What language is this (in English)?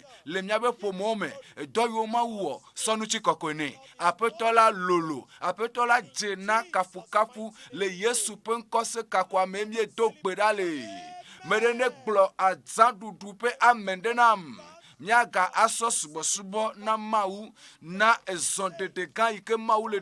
Ewe